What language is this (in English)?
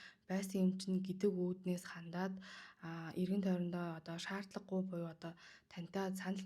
Mongolian